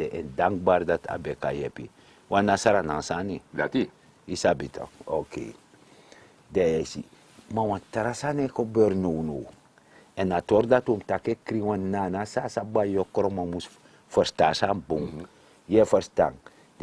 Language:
Sranan Tongo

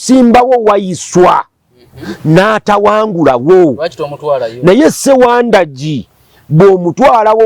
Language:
Ganda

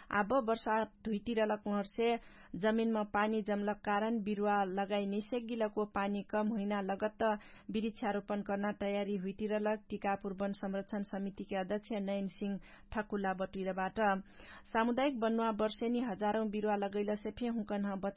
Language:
Dangaura Tharu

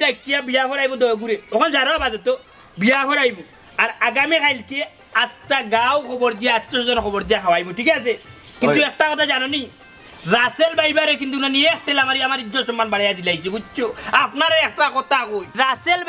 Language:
Sylheti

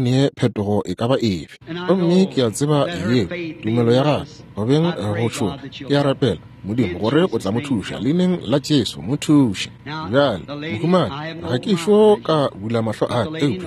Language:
Northern Sotho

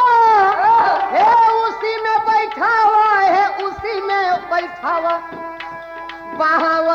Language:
Bhojpuri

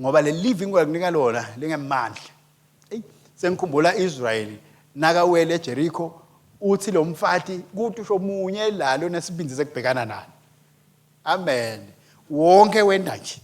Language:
Swati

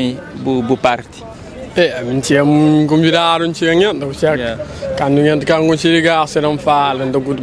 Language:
Kabuverdianu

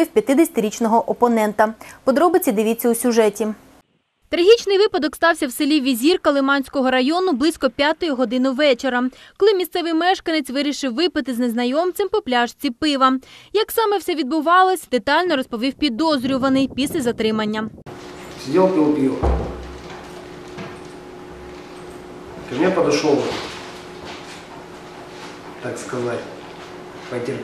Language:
Ukrainian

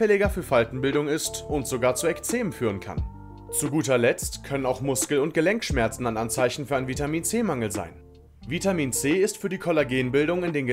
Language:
German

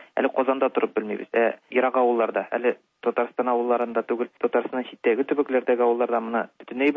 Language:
Tatar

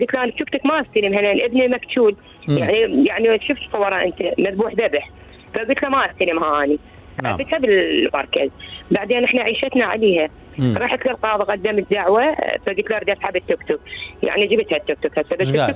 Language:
Mesopotamian Arabic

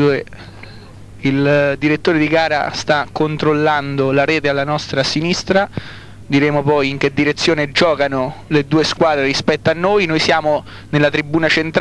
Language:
Italian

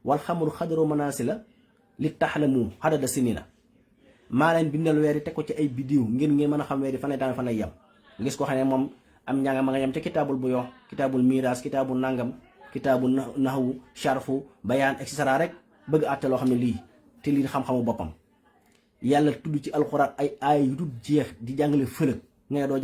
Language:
Wolof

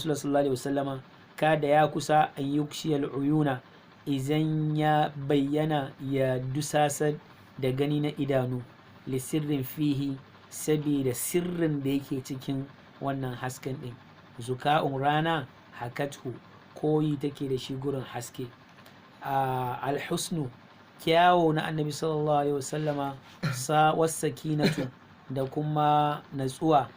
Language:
Hausa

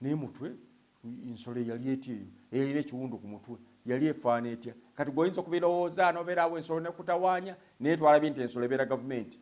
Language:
Ganda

